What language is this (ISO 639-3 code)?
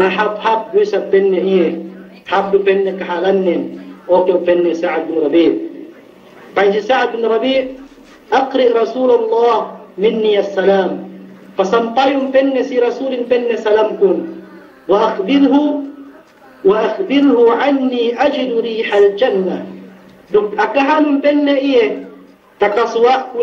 yka